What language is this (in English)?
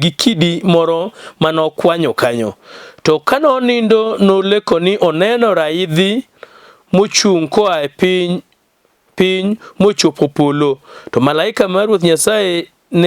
Luo (Kenya and Tanzania)